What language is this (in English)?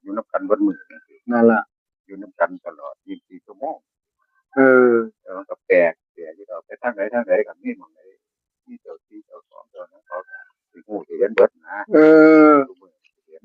Northeastern Thai